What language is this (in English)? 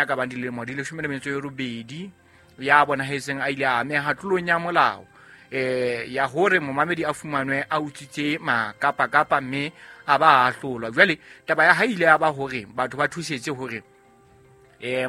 Southern Sotho